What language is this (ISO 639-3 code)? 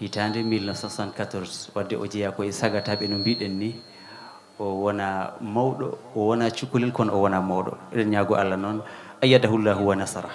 ful